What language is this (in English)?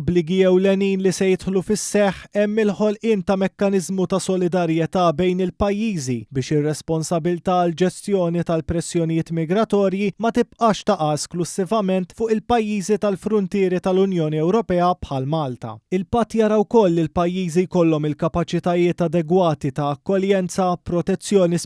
Maltese